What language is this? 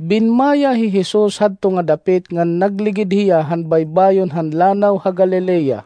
Waray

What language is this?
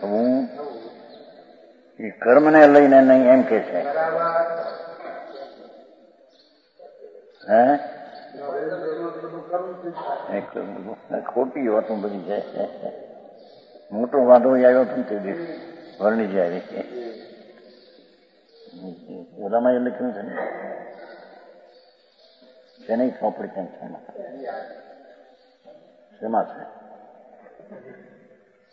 Gujarati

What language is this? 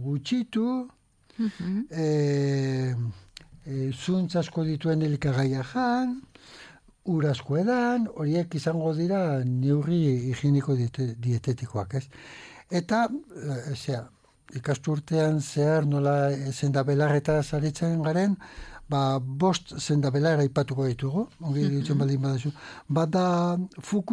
Basque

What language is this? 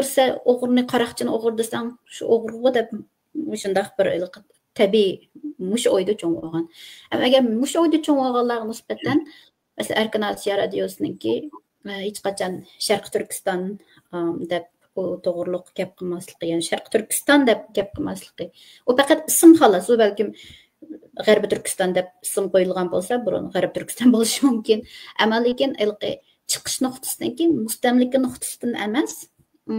Uyghur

